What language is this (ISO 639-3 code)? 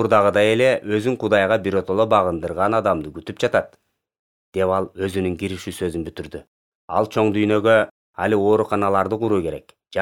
kir